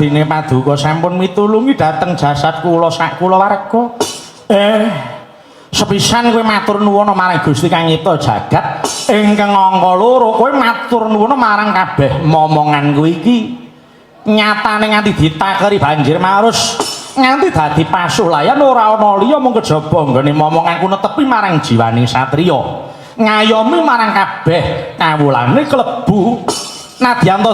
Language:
Javanese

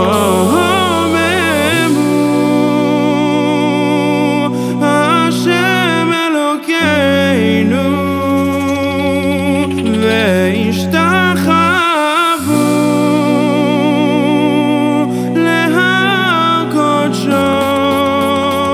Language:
Hebrew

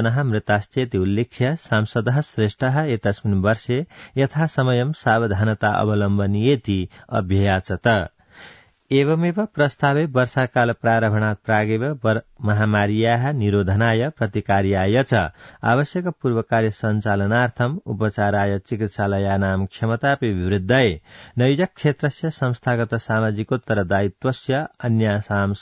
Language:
Sanskrit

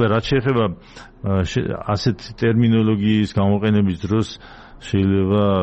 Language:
Georgian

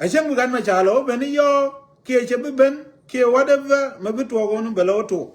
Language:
Nuer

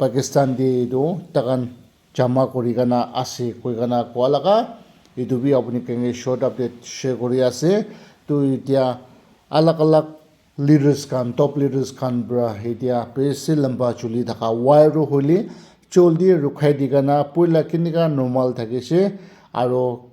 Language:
Naga Pidgin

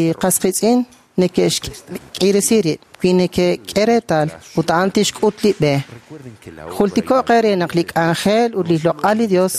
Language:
Kekchí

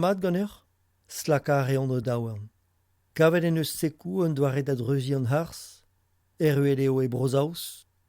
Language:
Breton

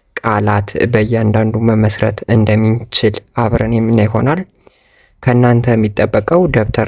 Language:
Amharic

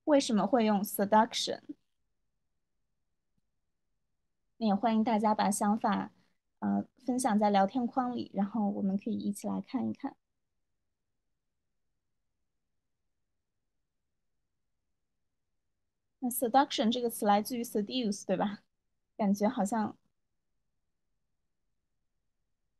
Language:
Chinese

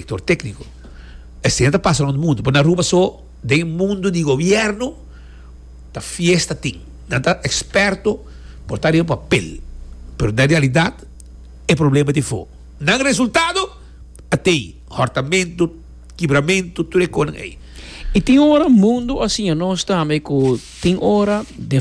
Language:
Papiamento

